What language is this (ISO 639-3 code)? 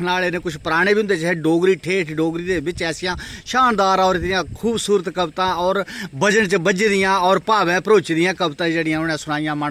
doi